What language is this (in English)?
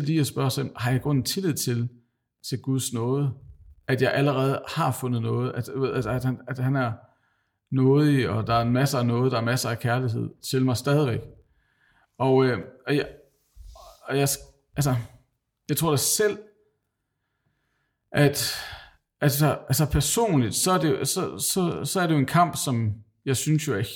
Danish